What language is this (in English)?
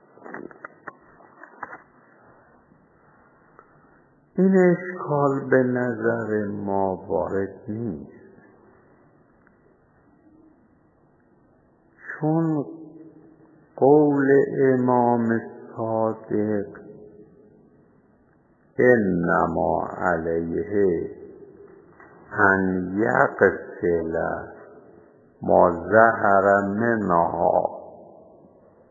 Persian